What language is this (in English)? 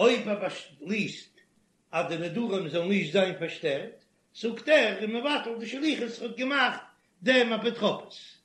Yiddish